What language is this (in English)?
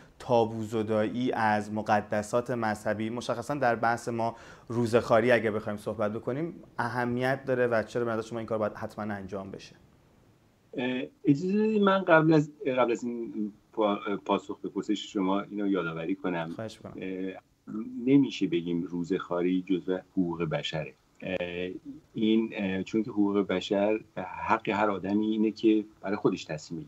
Persian